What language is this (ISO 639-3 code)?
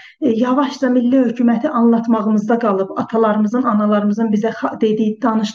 azb